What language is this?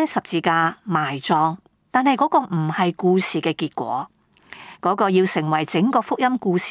Cantonese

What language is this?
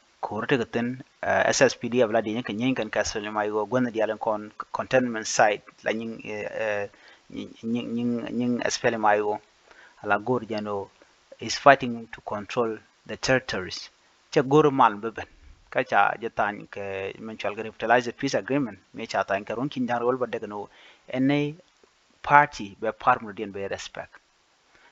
Nuer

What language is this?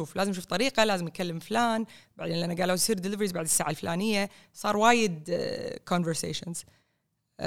Gulf Arabic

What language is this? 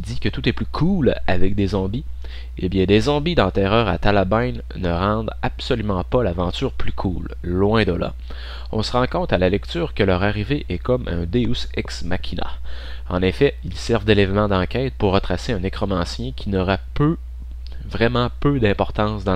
French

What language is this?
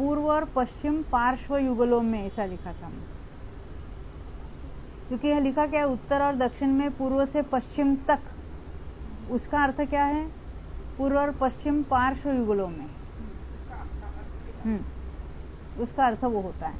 Hindi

